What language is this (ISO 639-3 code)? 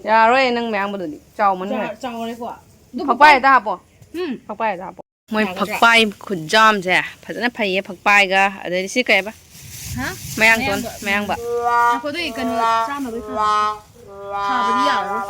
mni